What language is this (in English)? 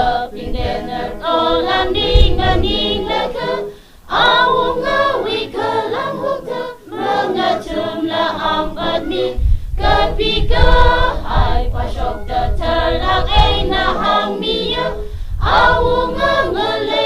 Tangkhul Naga (India)